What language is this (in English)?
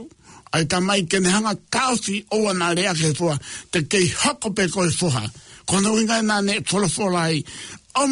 Tongan